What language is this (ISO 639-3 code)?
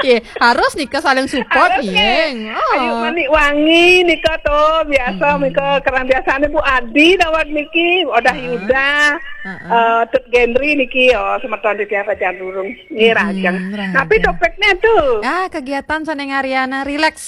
ban